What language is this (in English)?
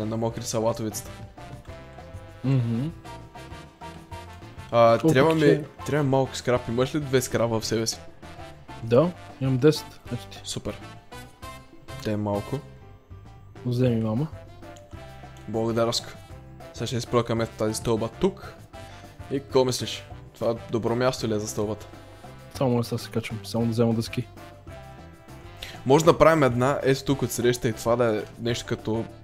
Bulgarian